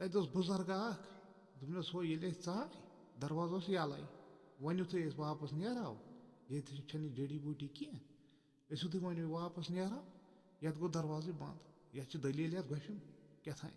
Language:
Kashmiri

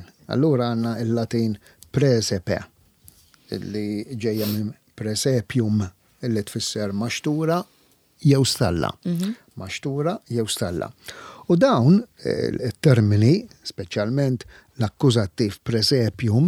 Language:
Maltese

